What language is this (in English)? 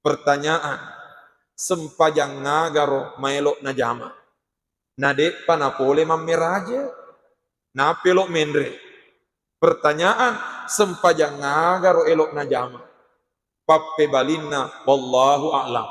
Buginese